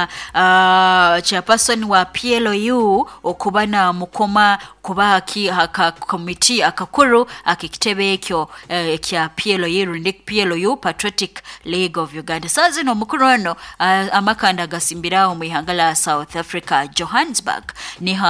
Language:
Nyoro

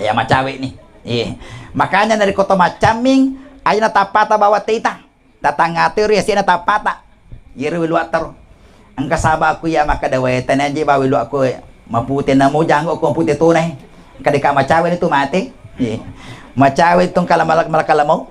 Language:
Buginese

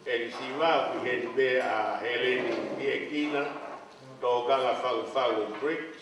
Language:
Tongan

